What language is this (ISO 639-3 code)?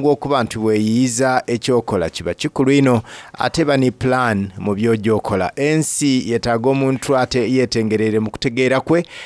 xog